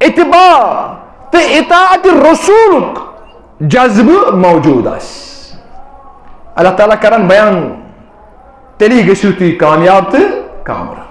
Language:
Kashmiri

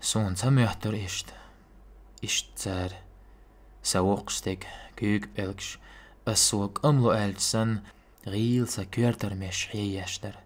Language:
Chechen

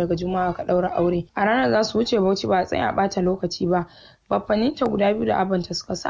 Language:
Hausa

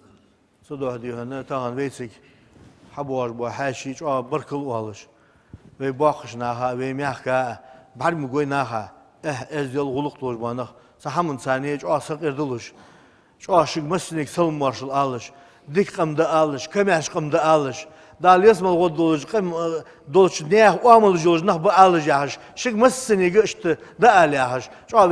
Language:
Ingush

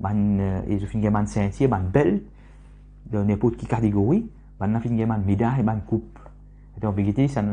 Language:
Morisyen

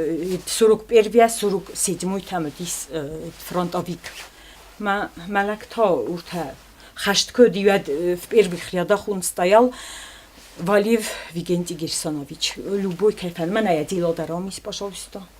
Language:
Ossetic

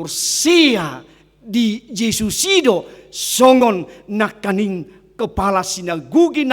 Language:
Batak Toba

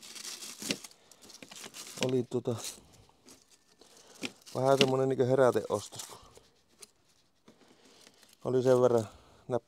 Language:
Finnish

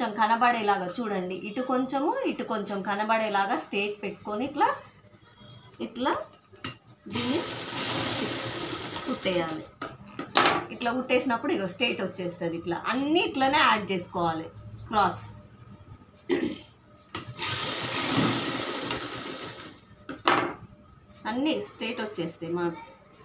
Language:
Telugu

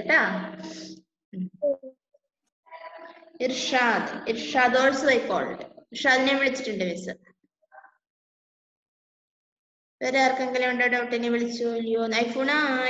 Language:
Malayalam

